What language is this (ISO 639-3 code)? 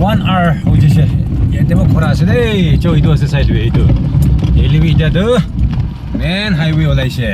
nag